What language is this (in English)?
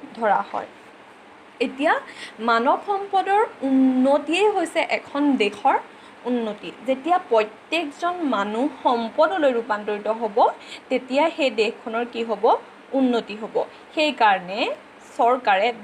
Assamese